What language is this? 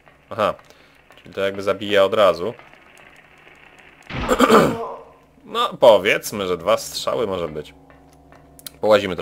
Polish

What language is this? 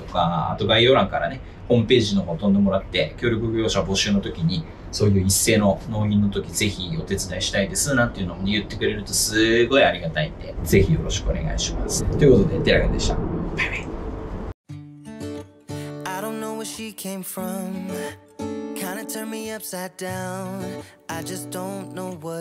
Japanese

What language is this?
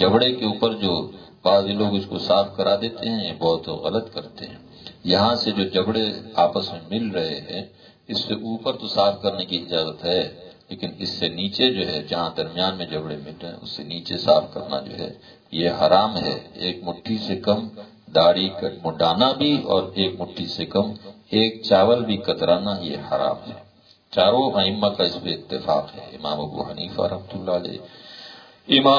Urdu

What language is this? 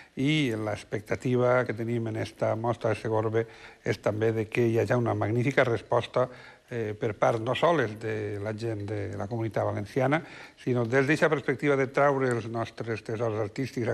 Catalan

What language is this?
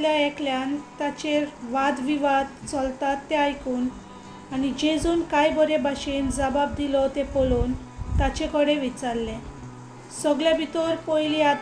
Konkani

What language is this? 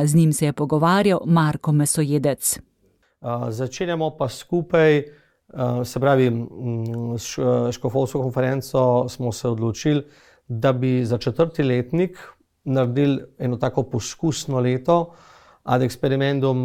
Slovenian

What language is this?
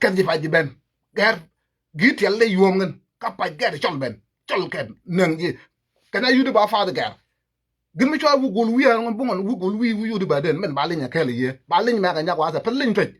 Nuer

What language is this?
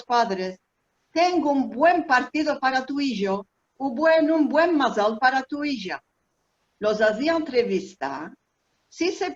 Ladino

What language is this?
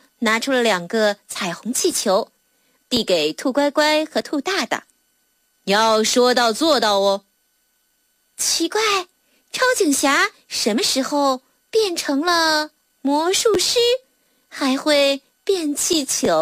Chinese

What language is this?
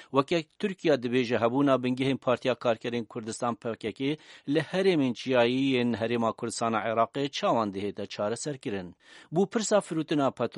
Kurdish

